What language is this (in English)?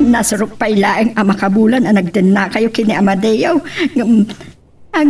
Iloko